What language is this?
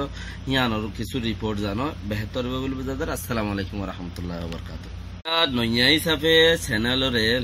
Rohingya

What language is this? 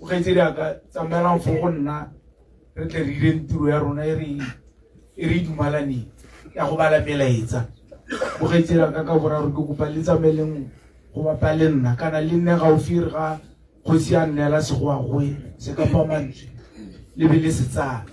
Tswana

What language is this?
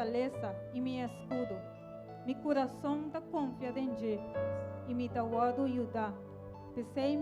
Papiamento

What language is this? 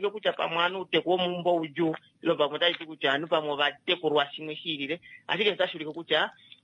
Kuanyama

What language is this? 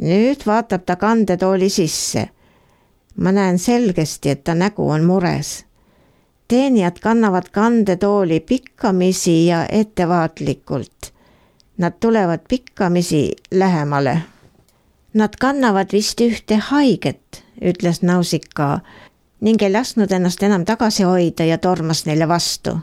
Estonian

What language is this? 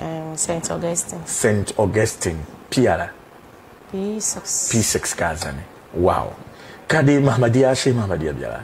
Dagbani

